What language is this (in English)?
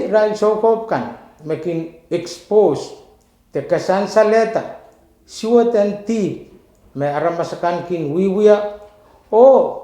Pohnpeian